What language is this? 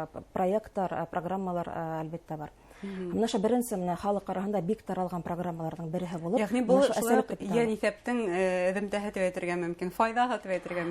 Bashkir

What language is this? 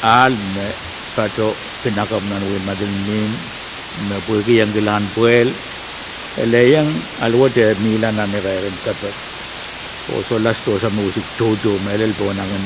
Pohnpeian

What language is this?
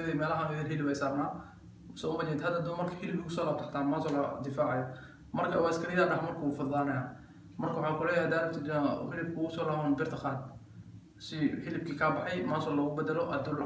Somali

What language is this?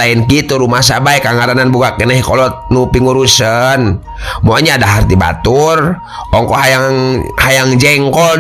Sundanese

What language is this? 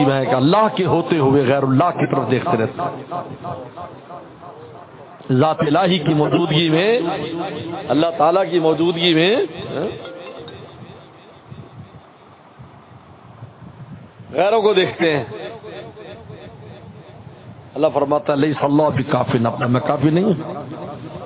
Urdu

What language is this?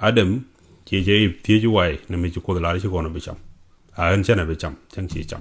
Nuer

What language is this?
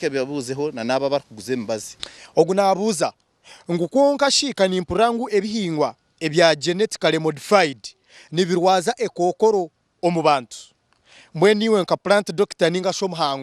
Nyankole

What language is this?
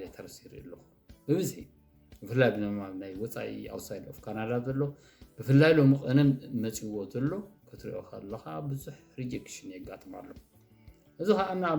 Tigrinya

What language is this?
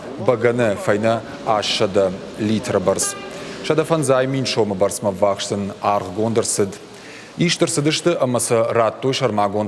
Ossetic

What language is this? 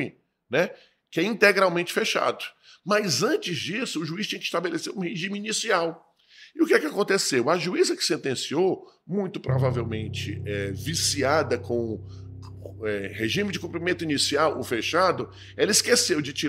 Portuguese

